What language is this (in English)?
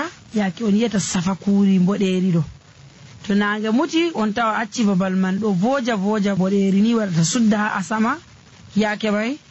Nigerian Fulfulde